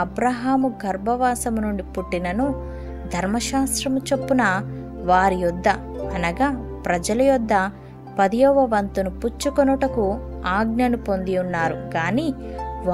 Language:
Telugu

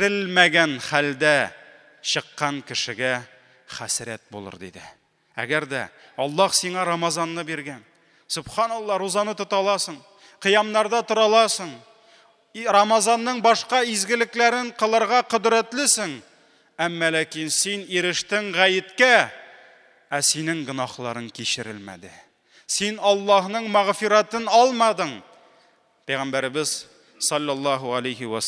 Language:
Tatar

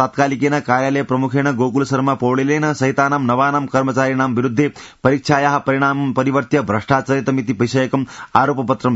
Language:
Sanskrit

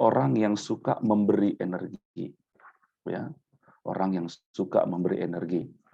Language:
Batak Karo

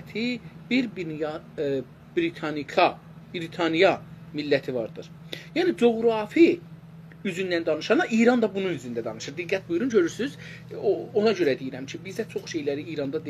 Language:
South Azerbaijani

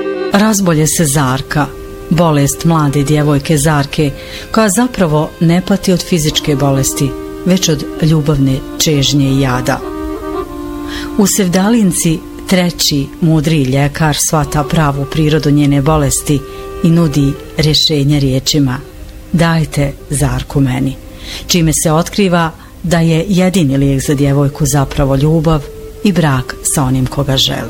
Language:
Bosnian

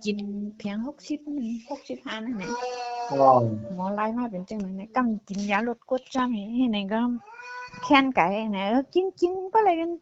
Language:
Shan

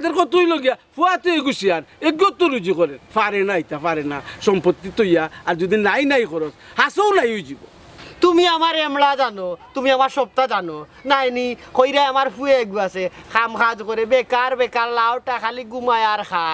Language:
Sylheti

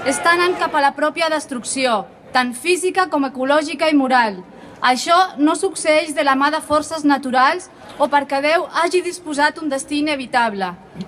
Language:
Catalan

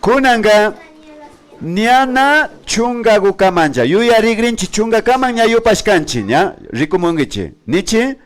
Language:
Imbabura Highland Quichua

